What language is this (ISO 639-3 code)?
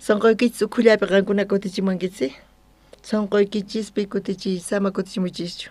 quh